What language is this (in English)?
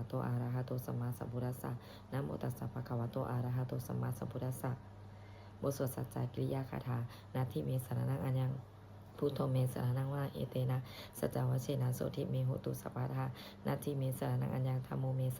Pali